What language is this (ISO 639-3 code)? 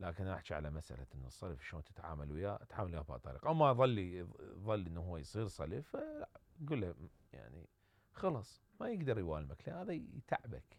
acm